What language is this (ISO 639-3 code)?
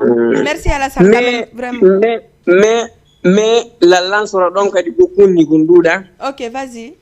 ful